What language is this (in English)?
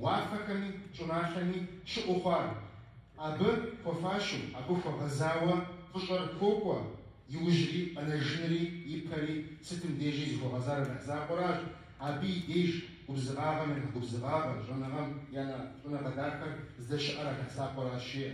Kabardian